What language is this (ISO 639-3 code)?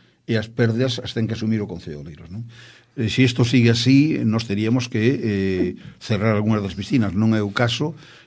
glg